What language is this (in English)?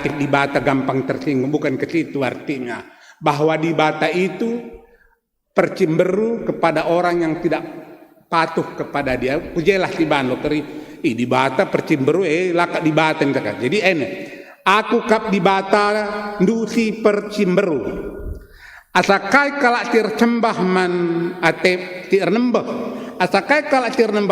Batak Karo